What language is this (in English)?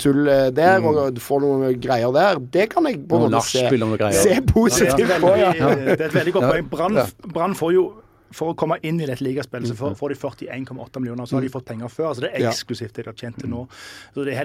Norwegian